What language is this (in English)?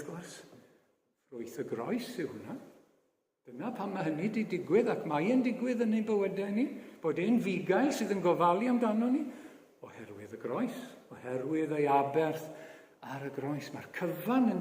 Welsh